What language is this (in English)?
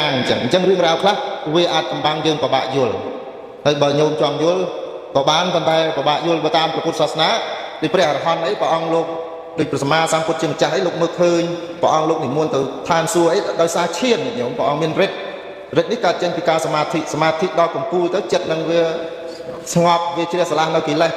Khmer